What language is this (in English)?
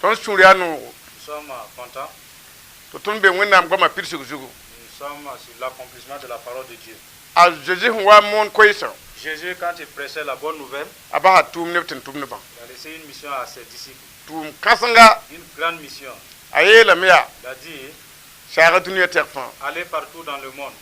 Mossi